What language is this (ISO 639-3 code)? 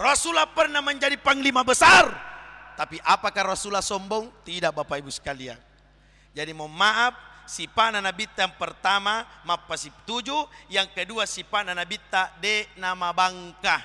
bug